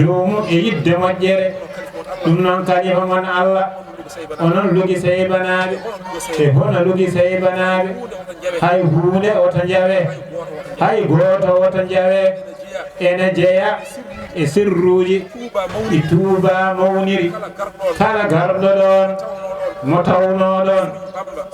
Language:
Fula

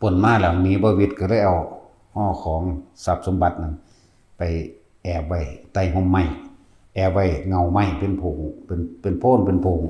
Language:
Northeastern Thai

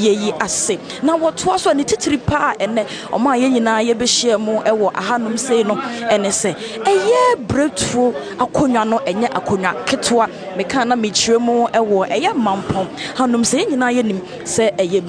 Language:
Akan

